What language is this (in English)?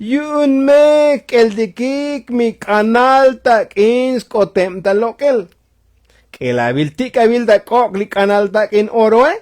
Tzotzil